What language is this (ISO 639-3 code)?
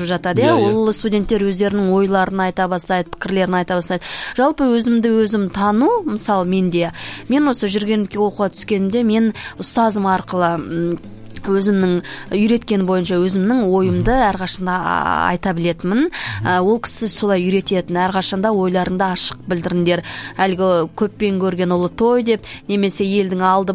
kaz